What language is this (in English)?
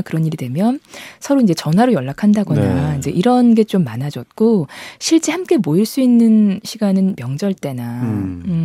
Korean